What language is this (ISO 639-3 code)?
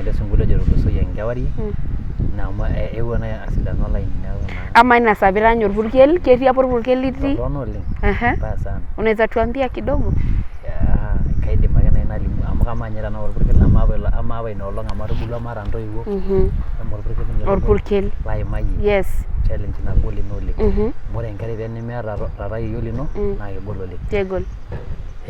mas